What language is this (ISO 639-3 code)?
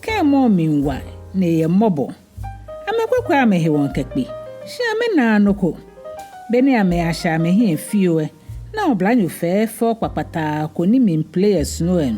gaa